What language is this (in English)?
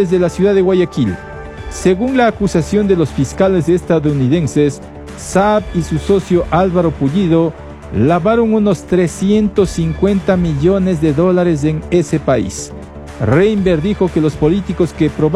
Spanish